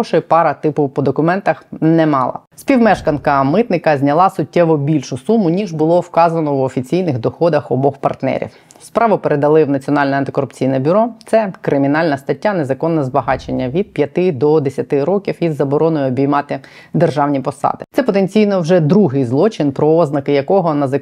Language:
Ukrainian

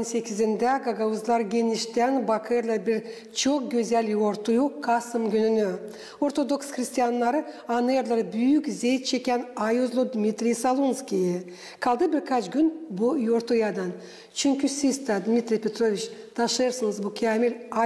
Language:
Gagauz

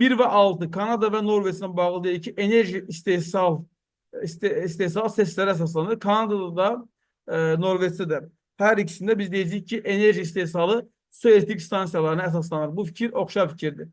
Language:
Azerbaijani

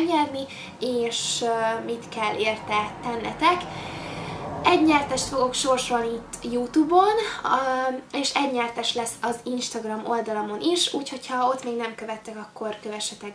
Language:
Hungarian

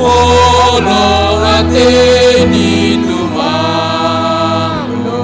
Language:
Batak Simalungun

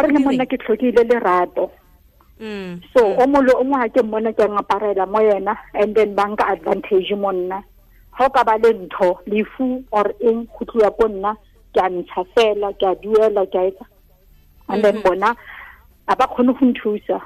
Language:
Tswana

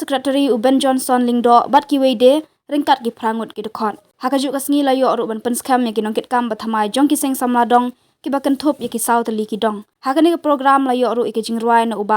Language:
Khasi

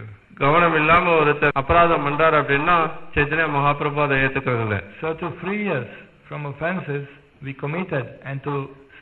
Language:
Tamil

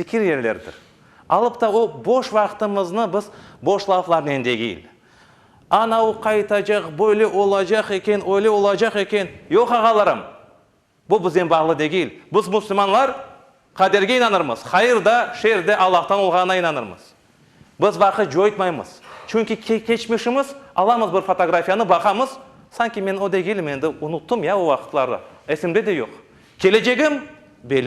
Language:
Crimean Tatar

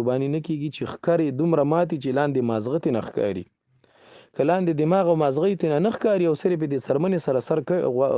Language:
Pashto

